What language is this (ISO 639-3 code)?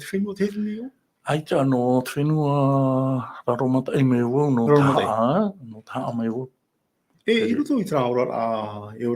tah